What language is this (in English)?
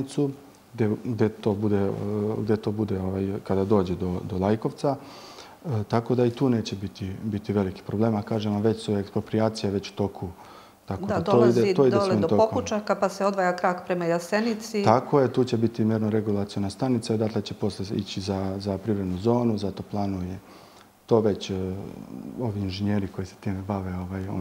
Serbian